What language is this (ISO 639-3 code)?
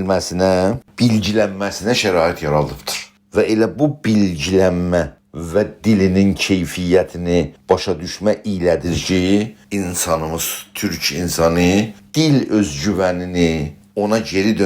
azb